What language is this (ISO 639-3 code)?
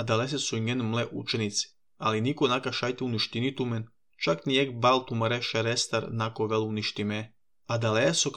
slv